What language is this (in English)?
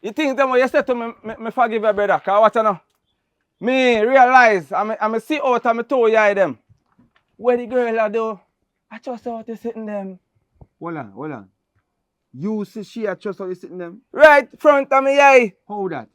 Jamaican Creole English